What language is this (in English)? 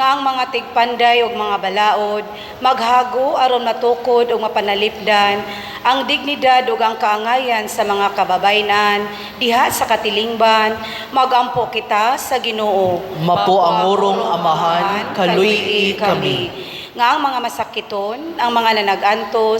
Cebuano